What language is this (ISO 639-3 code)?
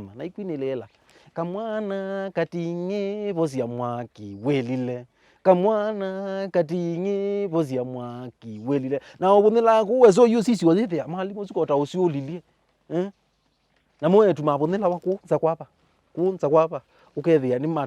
kam